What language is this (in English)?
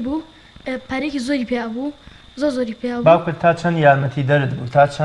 Central Kurdish